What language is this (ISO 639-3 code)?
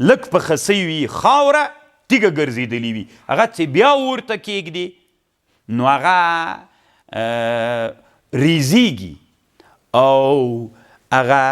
pus